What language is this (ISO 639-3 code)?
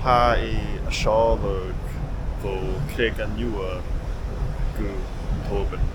gla